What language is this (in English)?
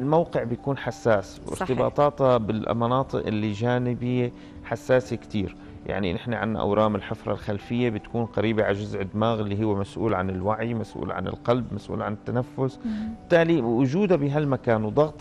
North Levantine Arabic